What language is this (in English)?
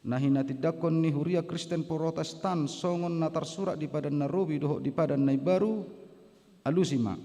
Batak Toba